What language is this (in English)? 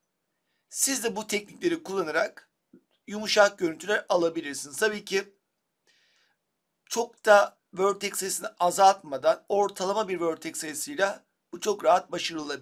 Turkish